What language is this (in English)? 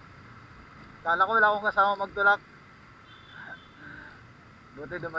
Filipino